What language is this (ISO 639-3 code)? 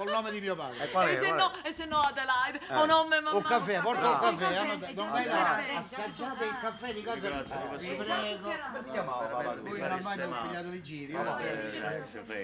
nap